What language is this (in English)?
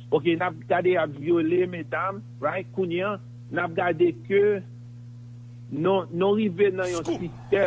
Haitian Creole